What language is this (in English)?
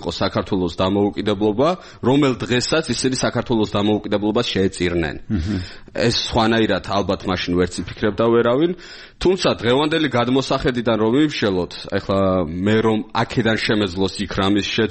Georgian